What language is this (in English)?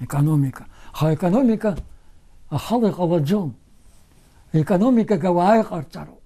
Abkhazian